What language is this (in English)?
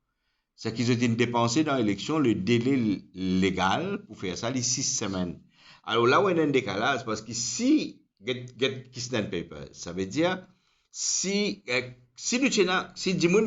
Morisyen